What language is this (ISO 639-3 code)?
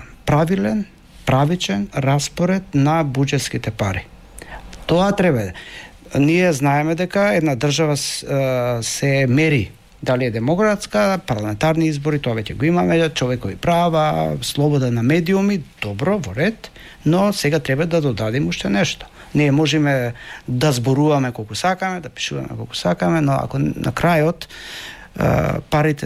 mkd